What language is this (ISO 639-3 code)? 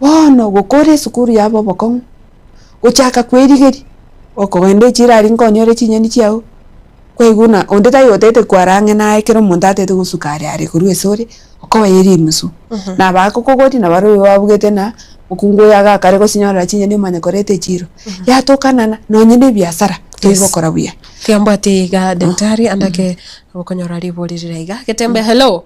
guz